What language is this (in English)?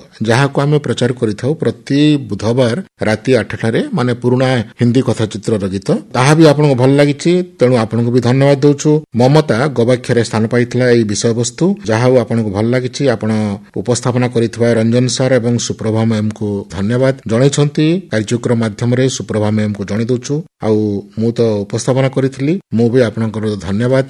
Odia